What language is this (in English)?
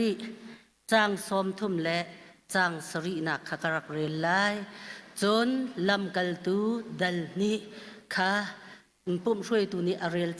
Hakha Chin